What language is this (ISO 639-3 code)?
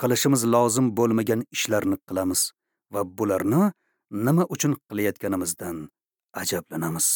uzb